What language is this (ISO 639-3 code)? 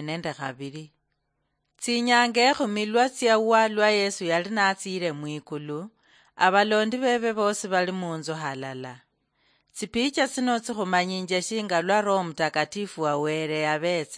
luy